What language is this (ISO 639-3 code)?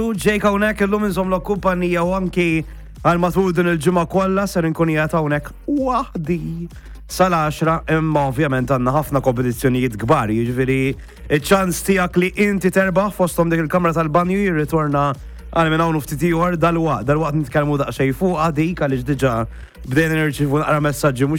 mlt